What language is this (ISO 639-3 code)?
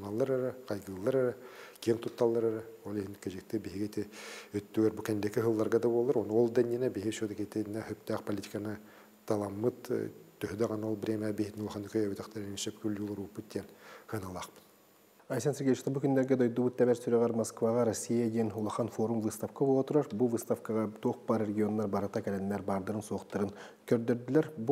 sah